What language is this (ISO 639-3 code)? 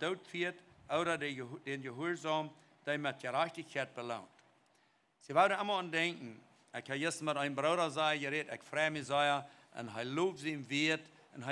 pdt